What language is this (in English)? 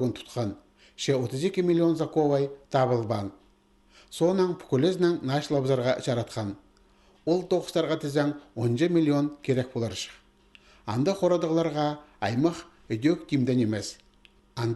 Khakas